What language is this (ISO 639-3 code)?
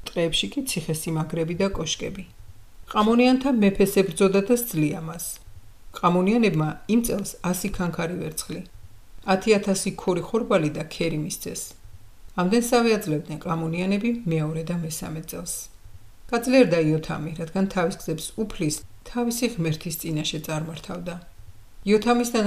kat